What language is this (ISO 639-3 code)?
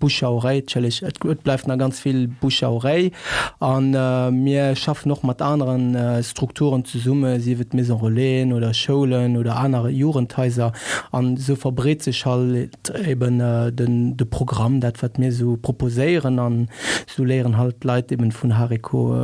ltz